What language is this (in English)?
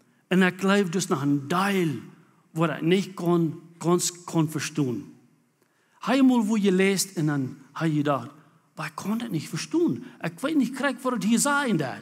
Plautdietsch